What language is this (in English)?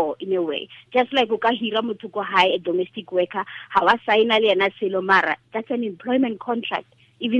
Tswana